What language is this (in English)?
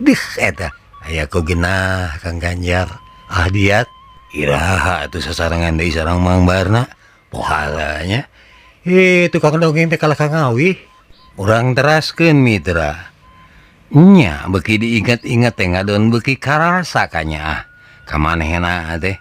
Sundanese